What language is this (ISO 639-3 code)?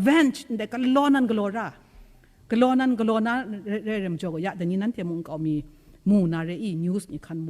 kac